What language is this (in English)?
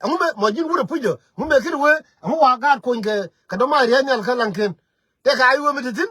Nuer